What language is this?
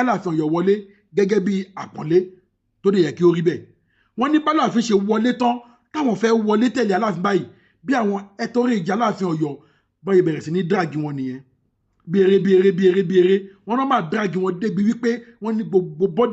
Yoruba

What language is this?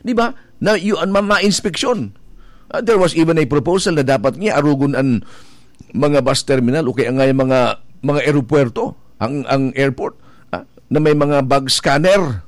Bikol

